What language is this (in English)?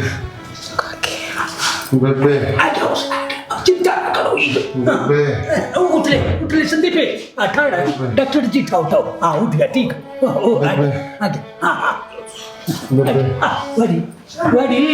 Haryanvi